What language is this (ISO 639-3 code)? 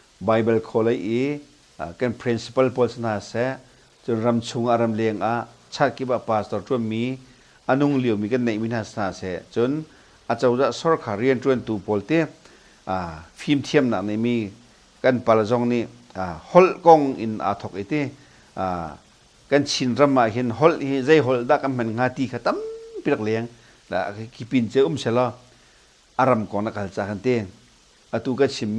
cnh